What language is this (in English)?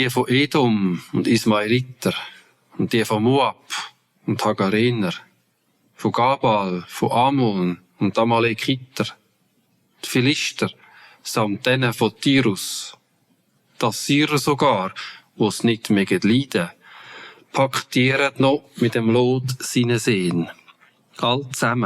Swiss German